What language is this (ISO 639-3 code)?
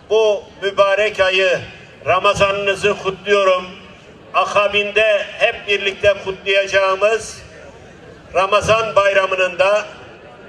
tur